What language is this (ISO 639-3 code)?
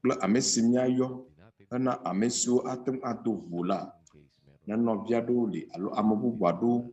ewe